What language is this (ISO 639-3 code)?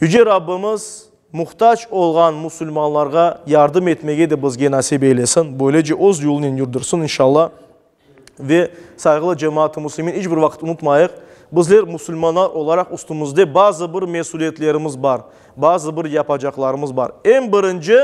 crh